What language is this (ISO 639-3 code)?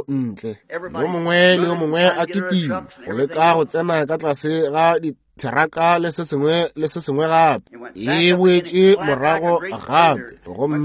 nso